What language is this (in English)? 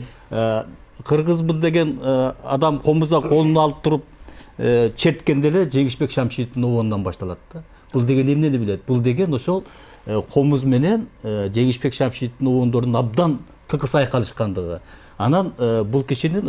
Kyrgyz